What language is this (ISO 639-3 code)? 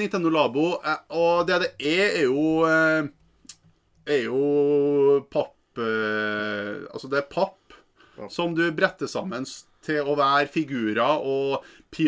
nor